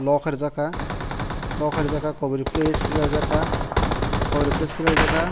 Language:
Kok Borok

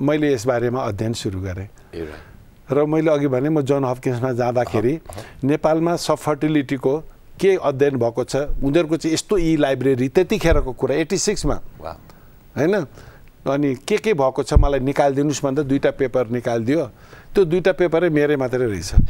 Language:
Nepali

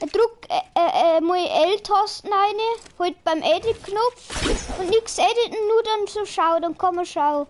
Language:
Bavarian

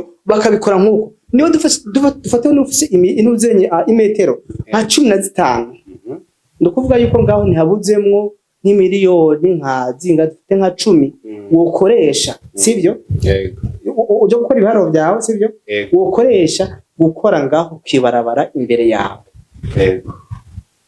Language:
Rundi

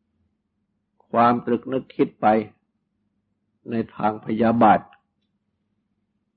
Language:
Thai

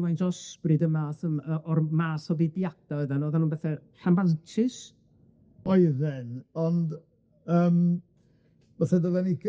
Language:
Welsh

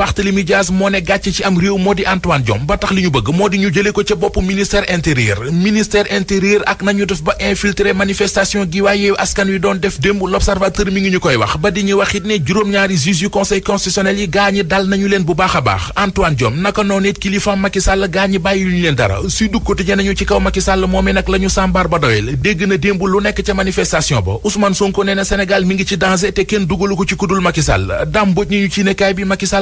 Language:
Wolof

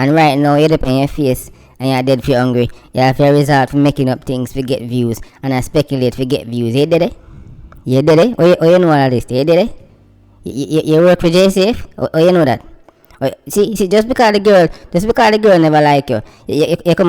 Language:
Jamaican Creole English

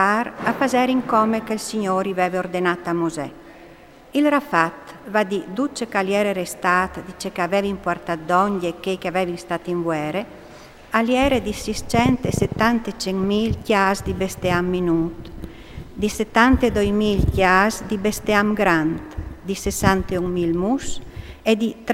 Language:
Friulian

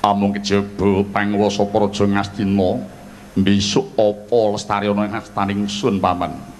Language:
Javanese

